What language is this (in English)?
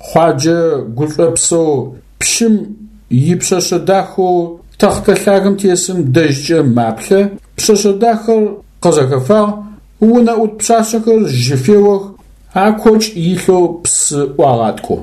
Adyghe